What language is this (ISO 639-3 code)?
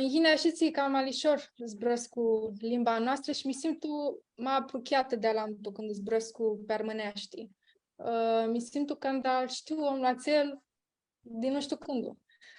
rup